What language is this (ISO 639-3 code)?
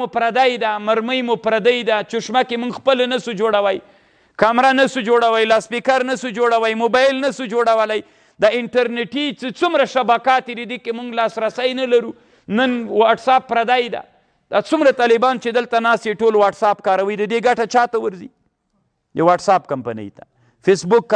pus